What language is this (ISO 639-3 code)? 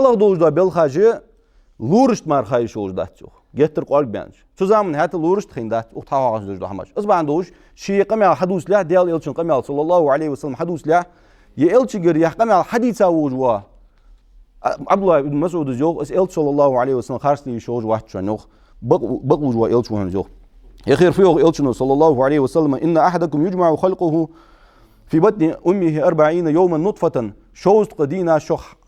inh